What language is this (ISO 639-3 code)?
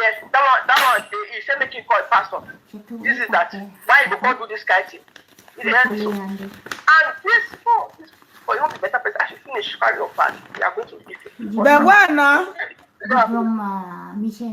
pcm